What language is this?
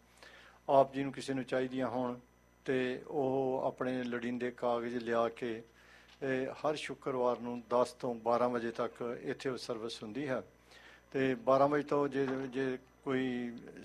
Punjabi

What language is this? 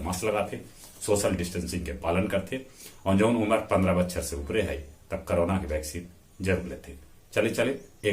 Magahi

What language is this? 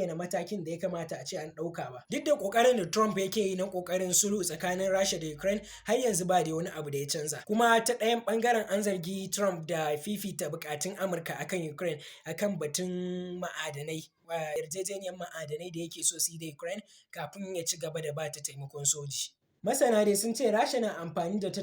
Hausa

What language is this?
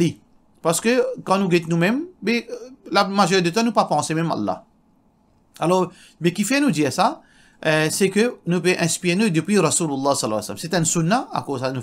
Morisyen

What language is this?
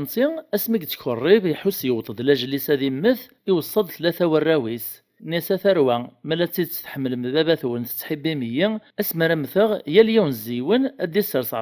Kabyle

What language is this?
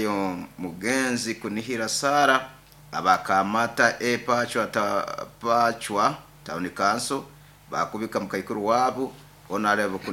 Nyoro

